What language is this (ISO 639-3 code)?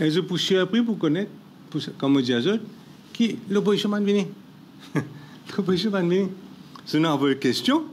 mfe